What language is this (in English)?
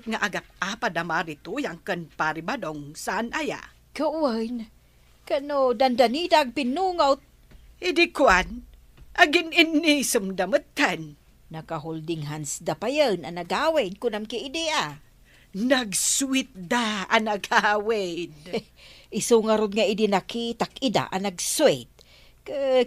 Iloko